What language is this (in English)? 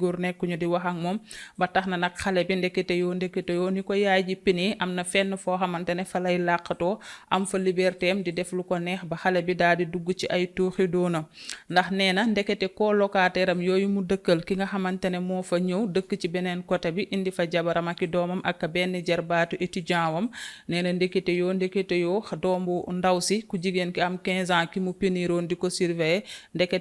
Wolof